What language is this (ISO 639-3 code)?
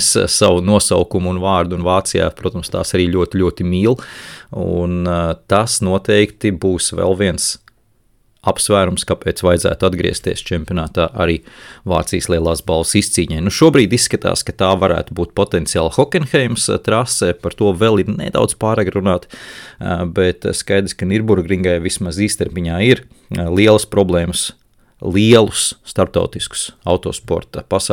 lav